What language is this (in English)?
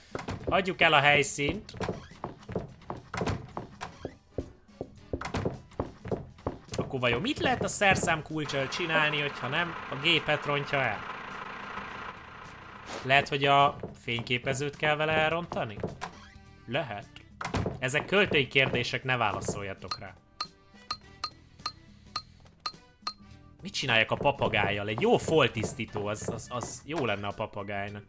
Hungarian